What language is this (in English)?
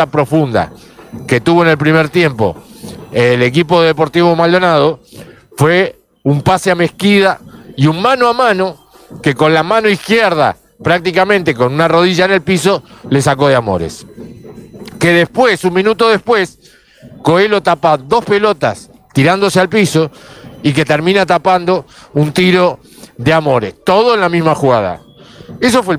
Spanish